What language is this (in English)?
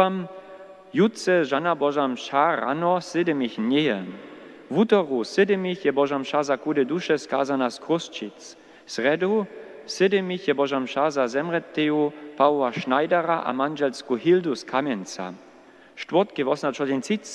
Upper Sorbian